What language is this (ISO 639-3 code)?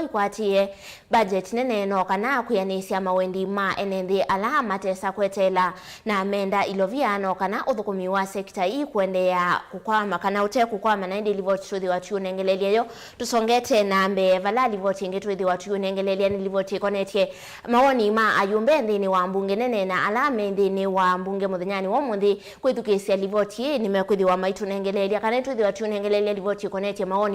kam